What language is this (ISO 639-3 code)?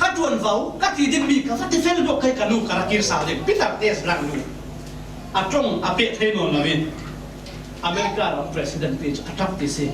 cfm